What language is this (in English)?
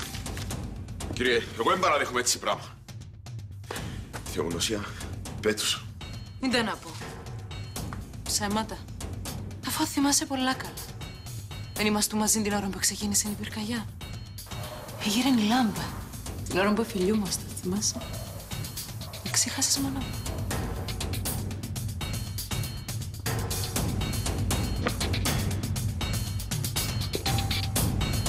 Greek